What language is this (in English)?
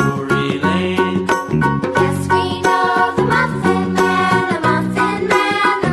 English